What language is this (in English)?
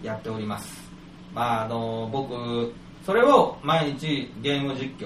Japanese